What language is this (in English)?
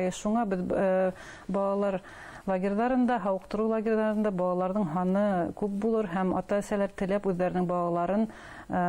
Bashkir